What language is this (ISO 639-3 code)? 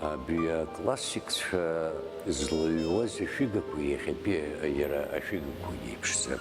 abk